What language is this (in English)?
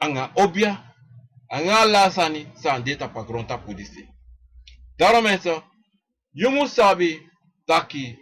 Sranan Tongo